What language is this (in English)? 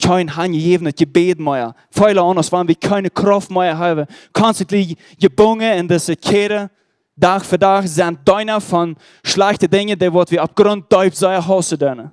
Plautdietsch